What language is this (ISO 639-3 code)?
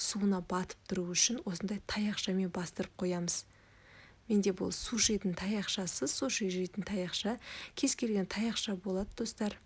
kaz